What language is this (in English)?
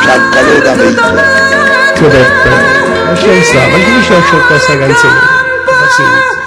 Neapolitan